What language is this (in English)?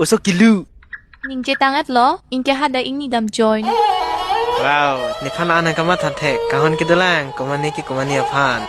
Karbi